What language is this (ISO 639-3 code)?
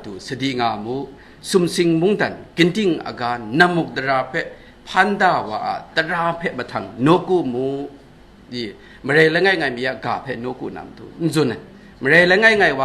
kac